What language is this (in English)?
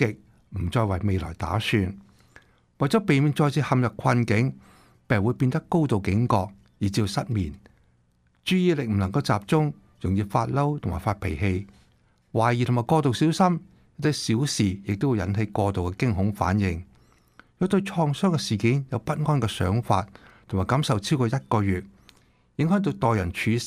Cantonese